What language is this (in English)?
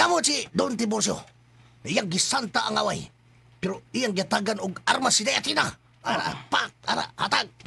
Cebuano